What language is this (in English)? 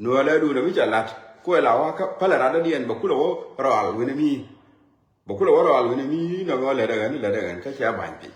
Nuer